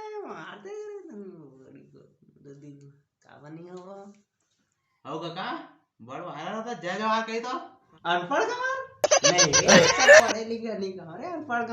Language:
Chhattisgarhi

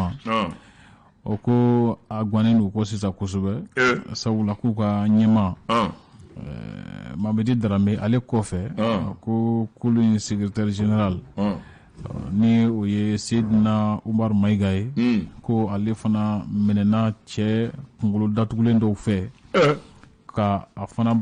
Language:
Bambara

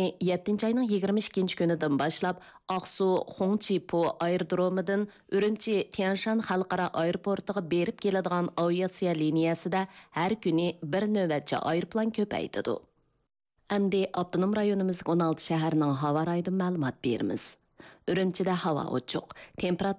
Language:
Uyghur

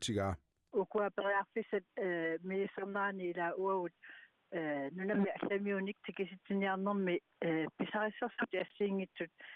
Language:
Kalaallisut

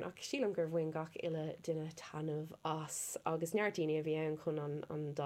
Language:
Irish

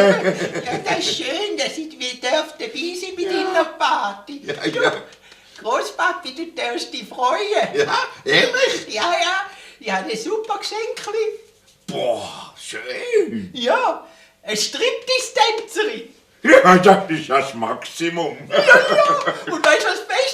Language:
Swiss German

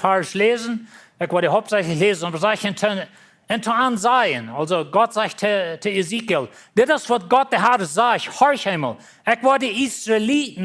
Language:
Plautdietsch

